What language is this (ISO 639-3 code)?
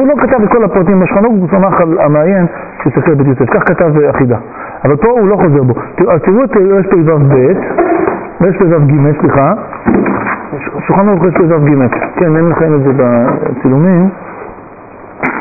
heb